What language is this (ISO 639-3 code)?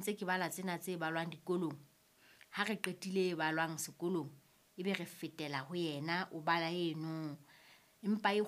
sot